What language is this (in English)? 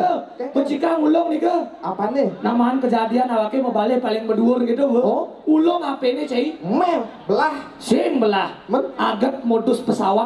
Balinese